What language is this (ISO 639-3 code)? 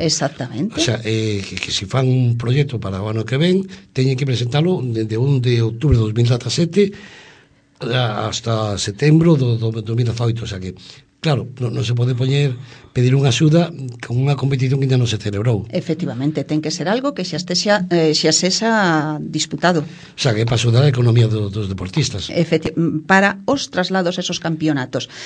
glg